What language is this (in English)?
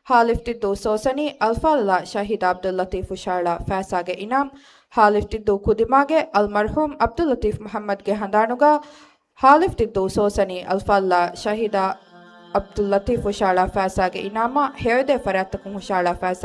Divehi